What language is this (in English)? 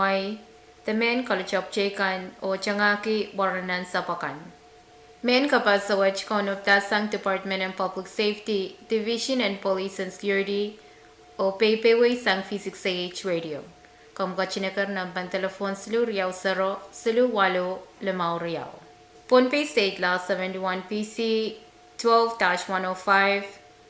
Pohnpeian